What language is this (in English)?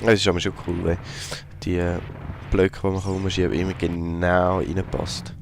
Swiss German